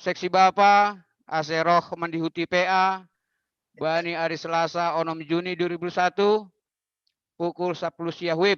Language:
Batak Simalungun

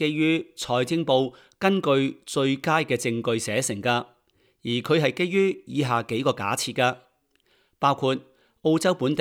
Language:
Cantonese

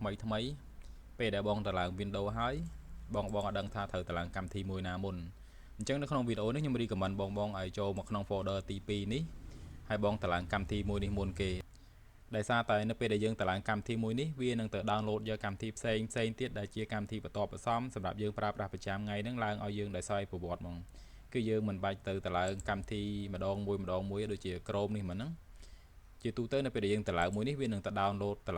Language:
Khmer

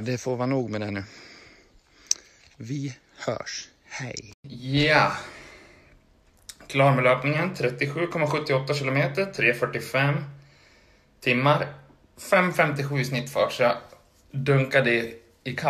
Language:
Swedish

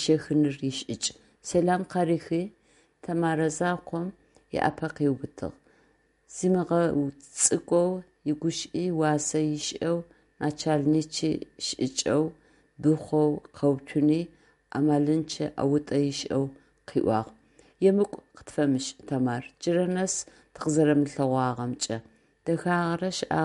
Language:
Adyghe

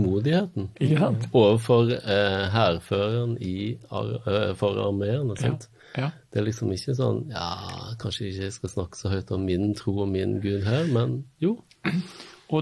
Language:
Norwegian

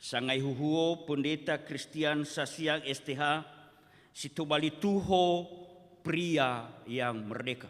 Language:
Nias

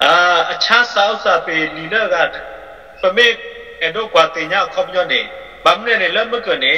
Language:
S'gaw Karen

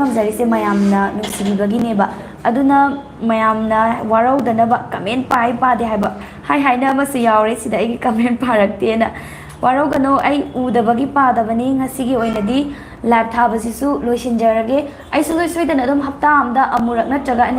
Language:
Manipuri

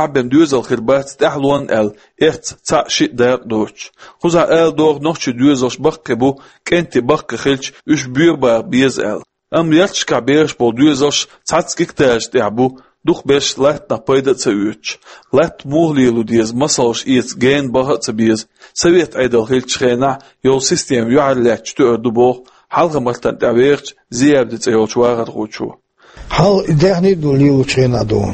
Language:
Chechen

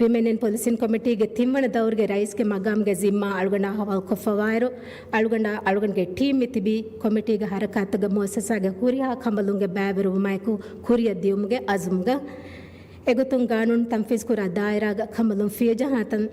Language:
Divehi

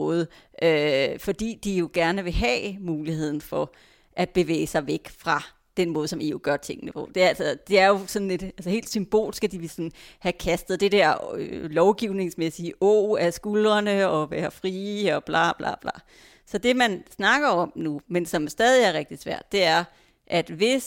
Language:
Danish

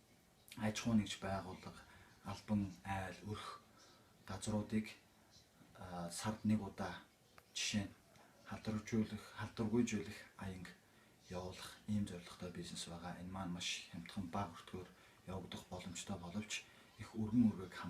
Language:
Mongolian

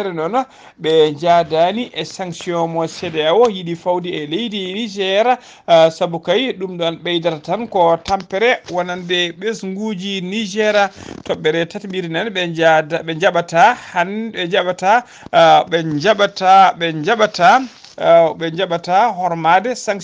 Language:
Fula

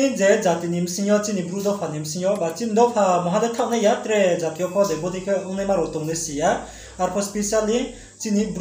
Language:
Riang (India)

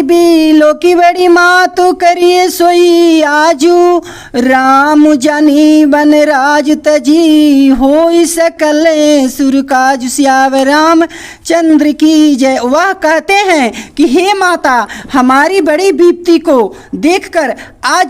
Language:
Bhojpuri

